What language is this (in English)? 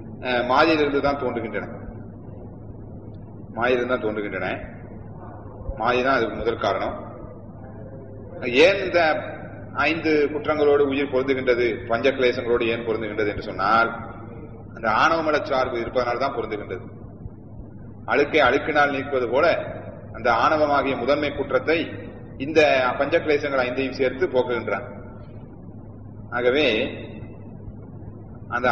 Tamil